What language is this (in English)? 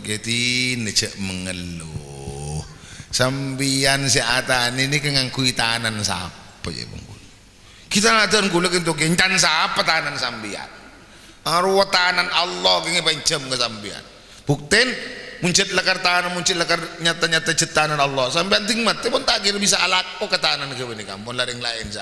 Madurese